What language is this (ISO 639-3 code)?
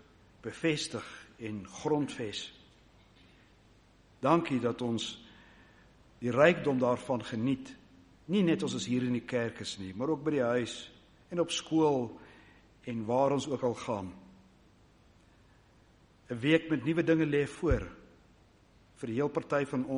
afr